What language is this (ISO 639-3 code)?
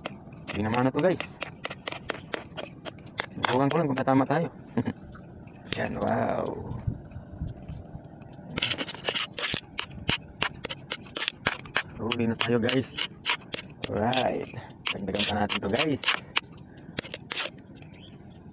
fil